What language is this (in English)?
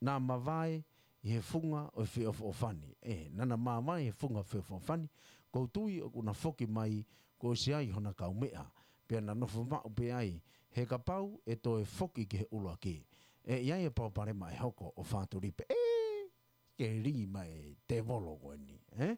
Tongan